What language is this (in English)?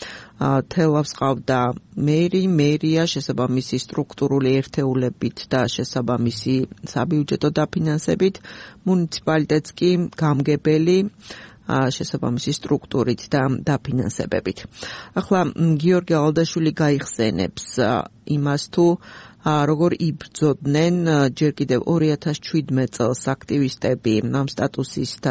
Georgian